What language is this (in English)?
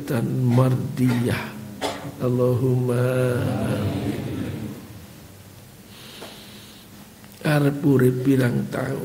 Javanese